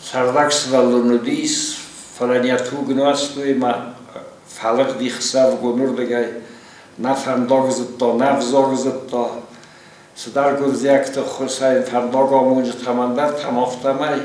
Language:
Ossetic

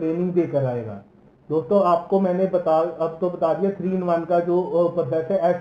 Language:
Hindi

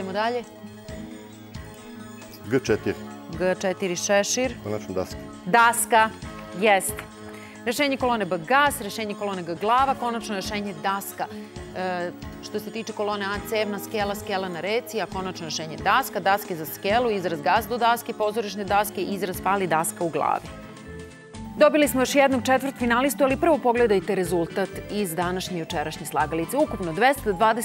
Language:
Serbian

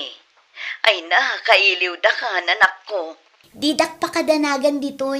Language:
Iloko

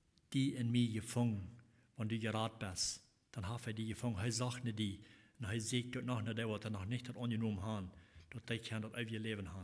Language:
Plautdietsch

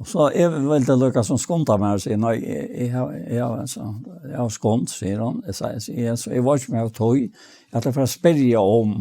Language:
Faroese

